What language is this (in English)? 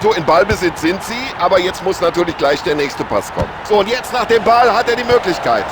Bavarian